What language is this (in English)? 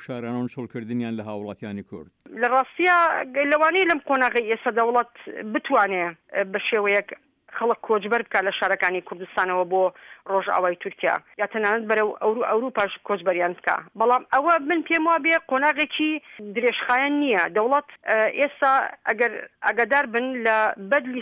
Central Kurdish